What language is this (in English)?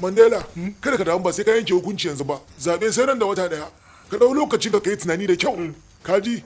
Hausa